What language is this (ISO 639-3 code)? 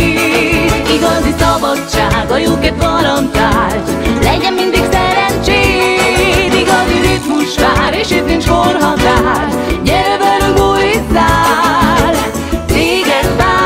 hun